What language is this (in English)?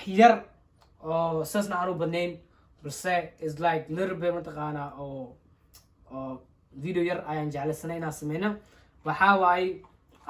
Somali